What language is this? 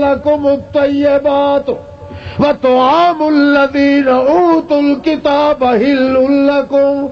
Western Panjabi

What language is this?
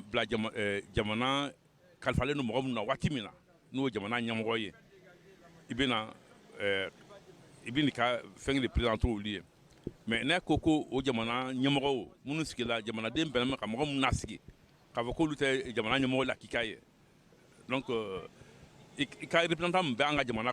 Bambara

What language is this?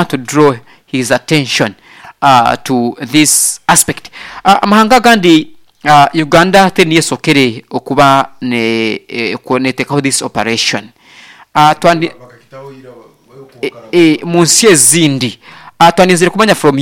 Nyoro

